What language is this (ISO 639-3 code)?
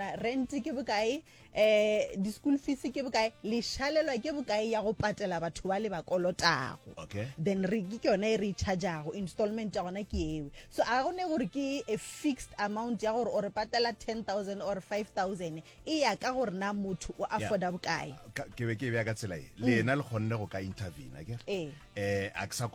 nso